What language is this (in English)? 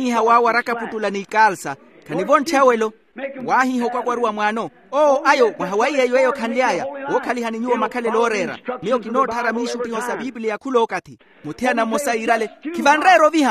Makhuwa